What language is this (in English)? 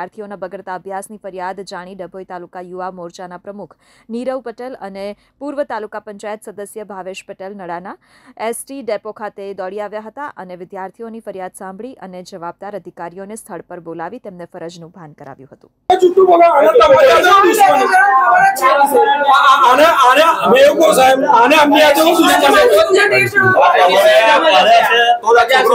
Gujarati